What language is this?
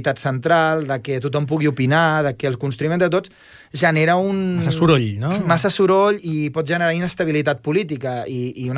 Catalan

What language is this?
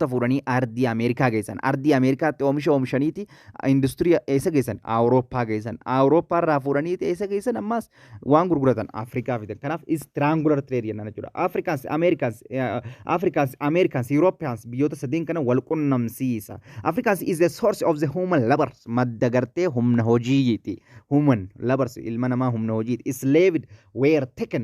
Oromo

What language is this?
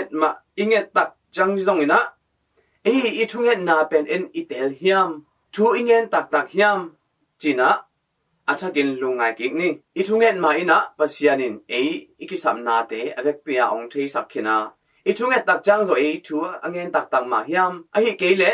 Tedim Chin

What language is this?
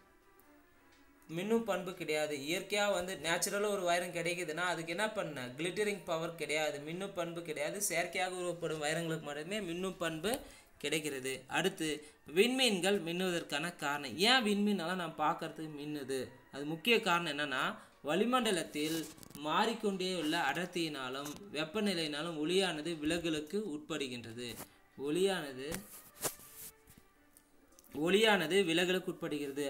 Tamil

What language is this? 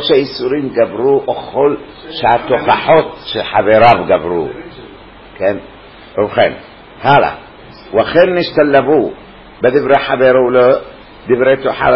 Hebrew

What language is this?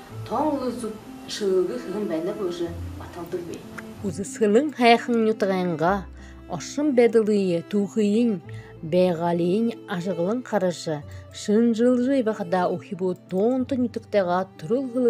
Buriat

